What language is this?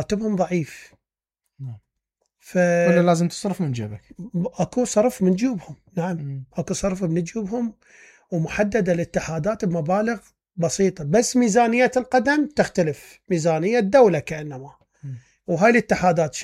Mesopotamian Arabic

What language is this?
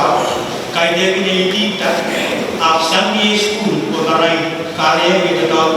Pohnpeian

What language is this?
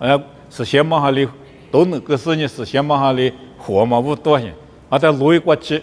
Lisu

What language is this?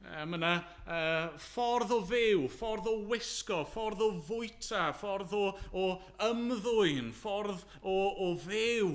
Welsh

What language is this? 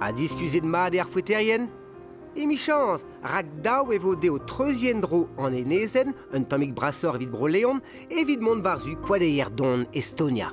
Breton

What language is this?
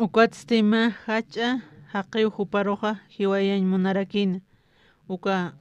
Aymara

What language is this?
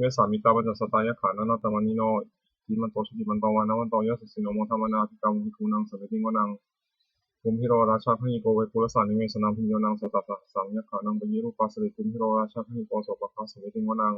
Pali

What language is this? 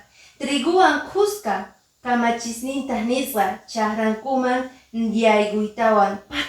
Quechua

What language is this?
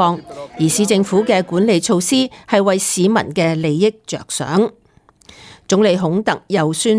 Cantonese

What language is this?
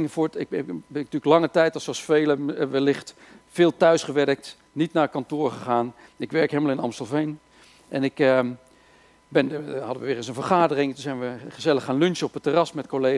Dutch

